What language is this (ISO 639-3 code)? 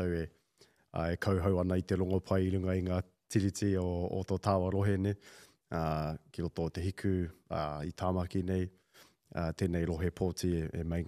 mri